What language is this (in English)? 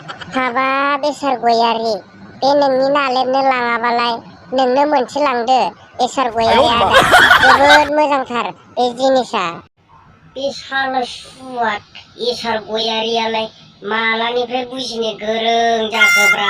Bodo